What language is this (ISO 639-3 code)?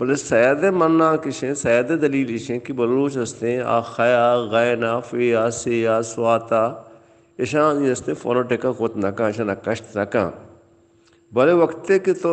bal